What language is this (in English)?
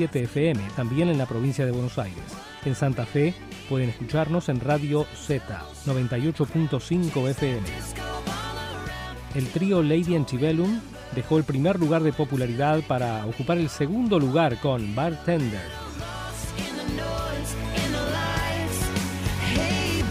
Spanish